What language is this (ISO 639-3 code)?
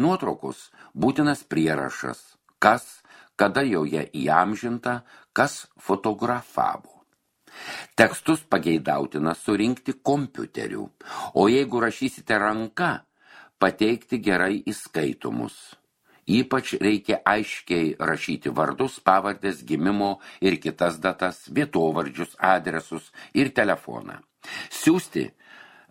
lit